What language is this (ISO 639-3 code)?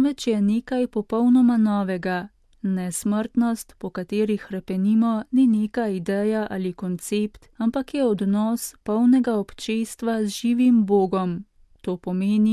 slv